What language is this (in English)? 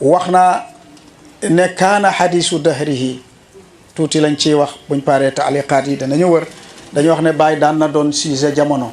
Wolof